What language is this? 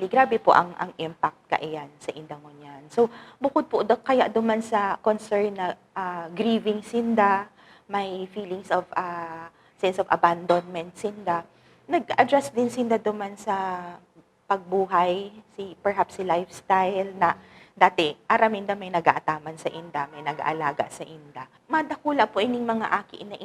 Bikol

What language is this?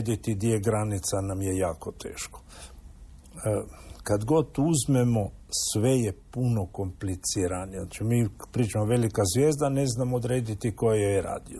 Croatian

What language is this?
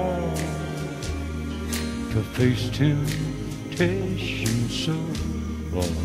English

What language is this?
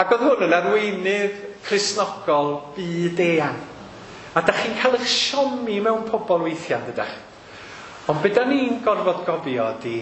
Welsh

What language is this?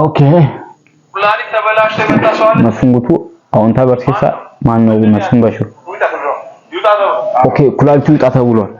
Amharic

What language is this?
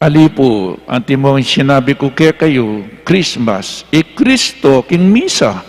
Pampanga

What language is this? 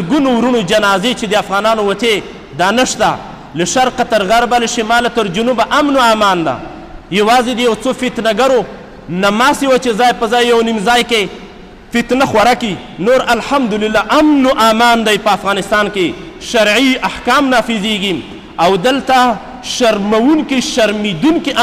Pashto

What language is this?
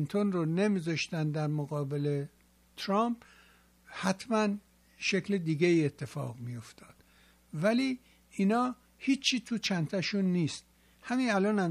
Persian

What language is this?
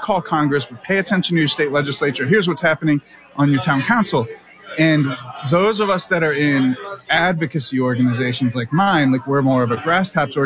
English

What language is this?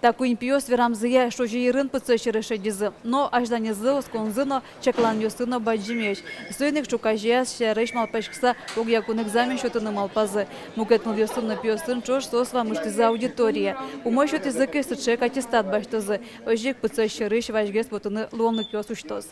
Udmurt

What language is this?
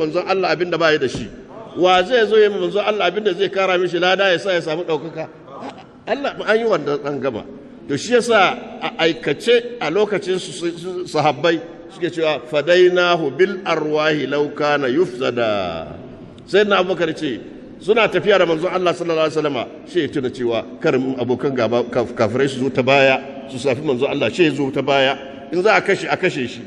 Hausa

